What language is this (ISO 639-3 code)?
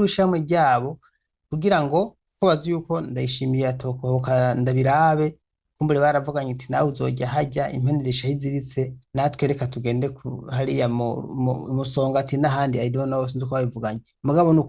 run